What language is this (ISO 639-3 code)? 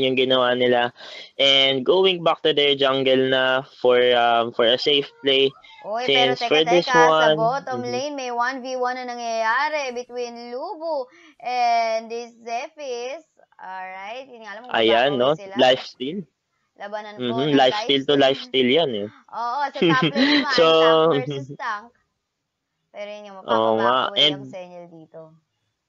fil